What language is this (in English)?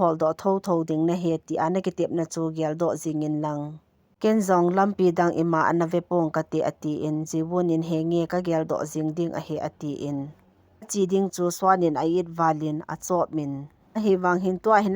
Thado Chin